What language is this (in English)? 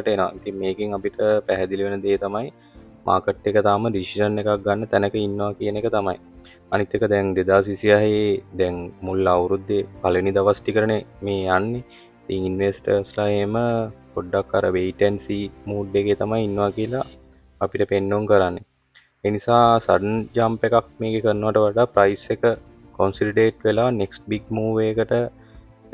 Sinhala